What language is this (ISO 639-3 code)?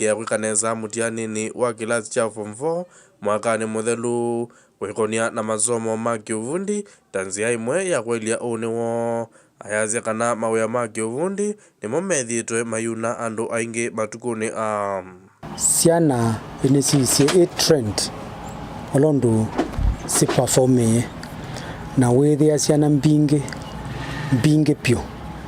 kam